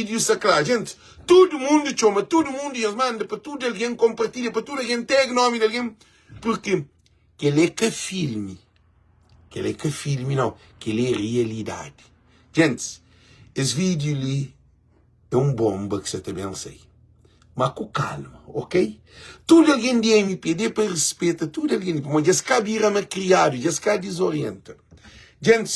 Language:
Kabuverdianu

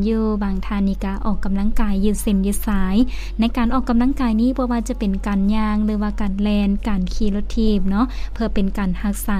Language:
Lao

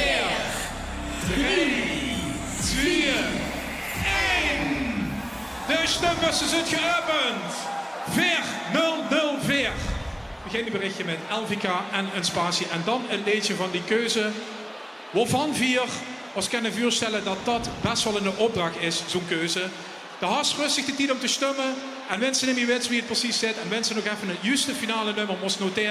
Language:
Limburgish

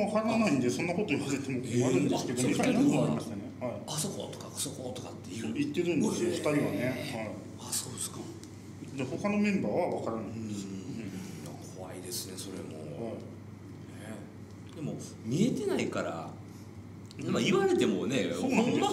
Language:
Japanese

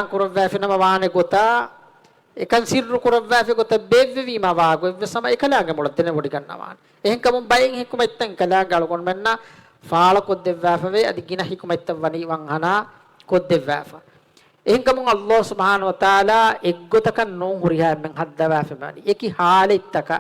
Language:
Divehi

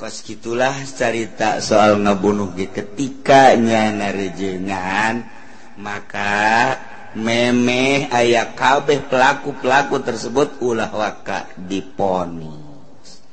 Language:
Sundanese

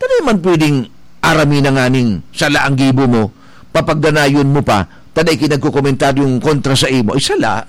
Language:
Bikol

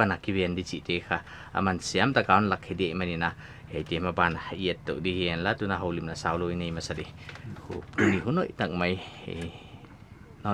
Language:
Paite Chin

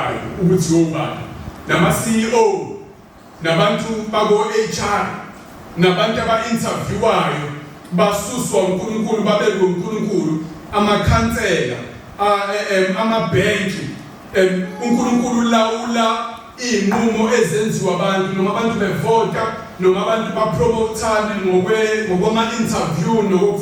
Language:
Zulu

